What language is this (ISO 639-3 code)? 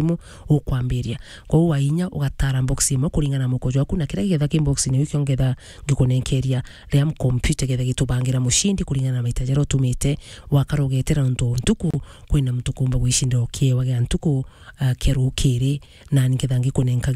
mer